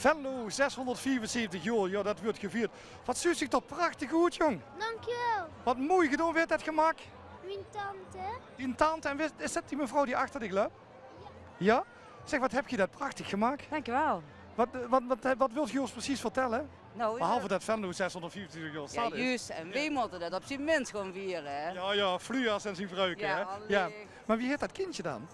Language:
Limburgish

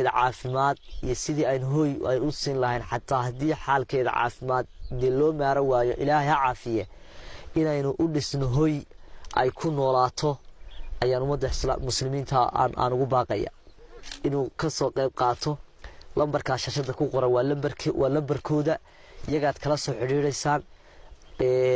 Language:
Somali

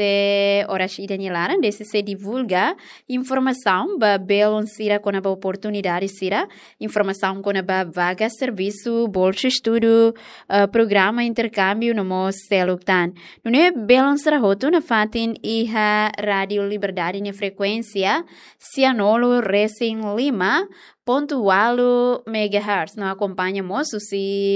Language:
Tetum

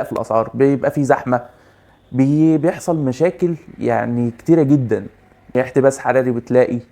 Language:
Egyptian Arabic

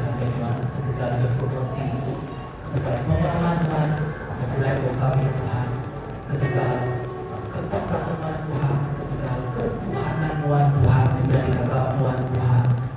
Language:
Iban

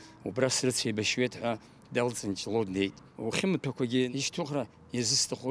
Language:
Abkhazian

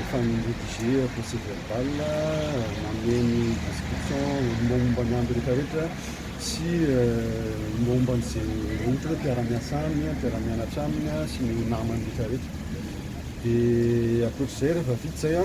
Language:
Malagasy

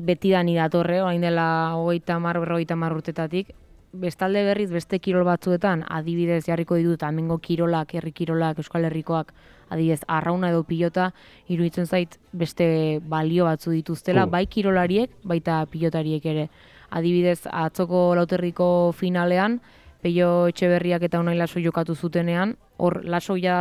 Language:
Basque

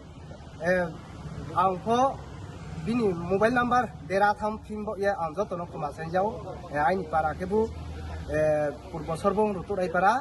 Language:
Riang (India)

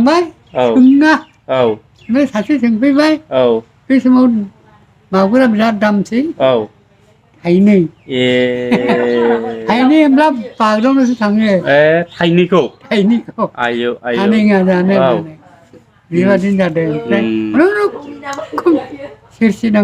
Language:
Bodo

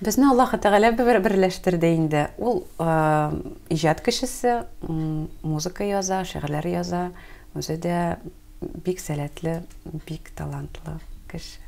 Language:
Tatar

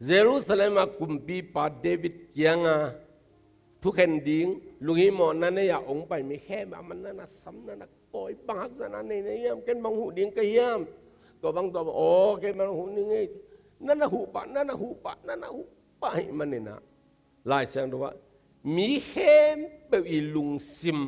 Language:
Tedim Chin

